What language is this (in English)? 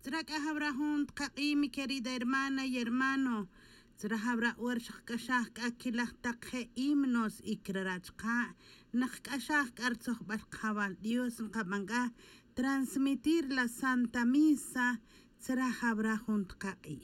Tz'utujil